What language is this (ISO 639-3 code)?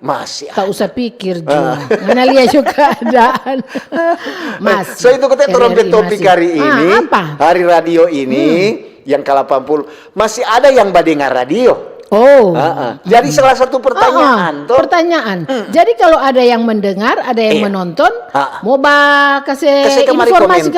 xmm